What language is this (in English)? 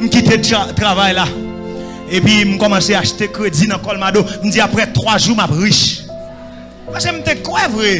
Haitian Creole